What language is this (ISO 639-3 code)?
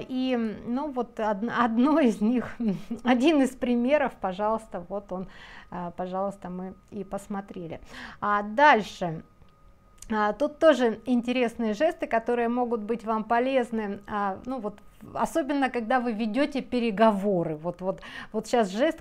rus